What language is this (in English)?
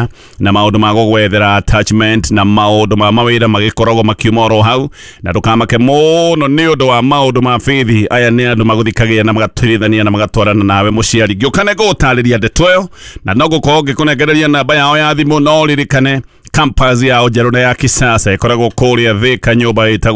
Kikuyu